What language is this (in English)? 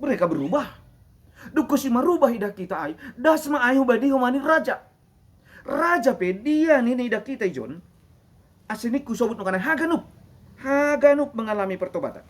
Batak Simalungun